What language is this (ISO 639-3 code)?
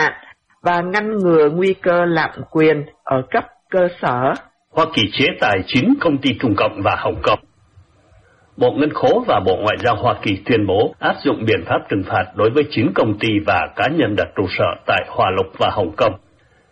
vie